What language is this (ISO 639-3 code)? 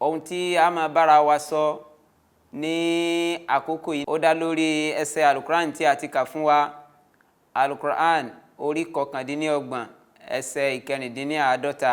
yor